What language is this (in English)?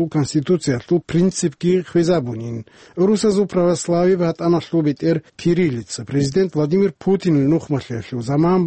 Avaric